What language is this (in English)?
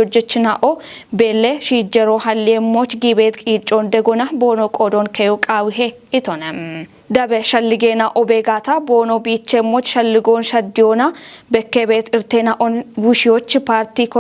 Kafa